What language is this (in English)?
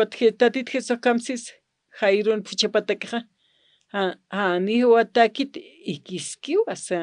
Aymara